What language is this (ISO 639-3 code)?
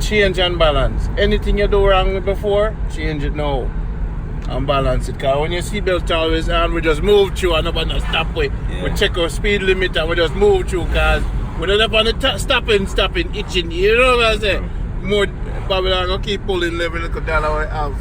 jam